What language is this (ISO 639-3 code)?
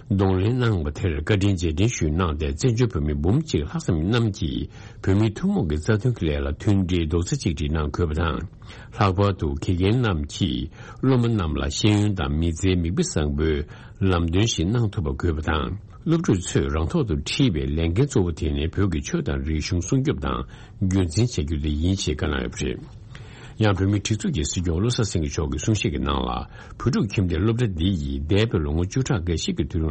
bod